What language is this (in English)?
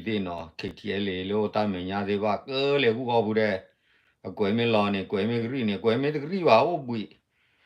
S'gaw Karen